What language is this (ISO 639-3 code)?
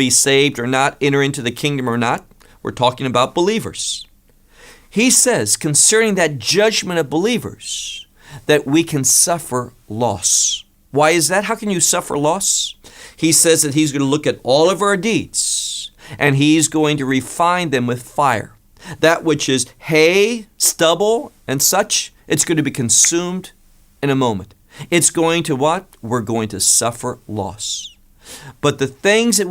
eng